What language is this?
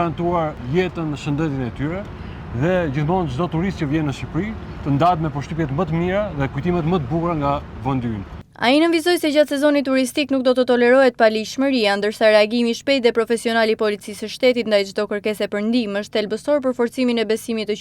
Albanian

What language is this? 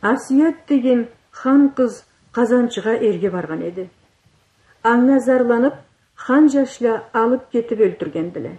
Karachay-Balkar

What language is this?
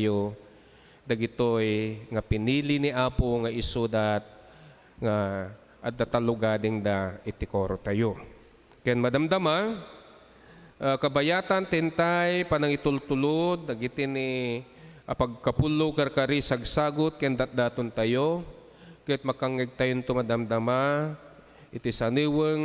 Iloko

